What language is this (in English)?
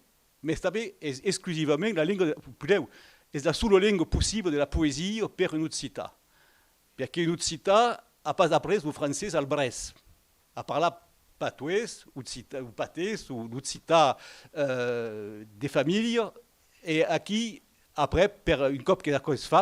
Occitan